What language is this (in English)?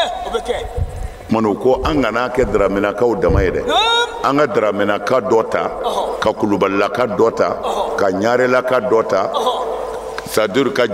Bambara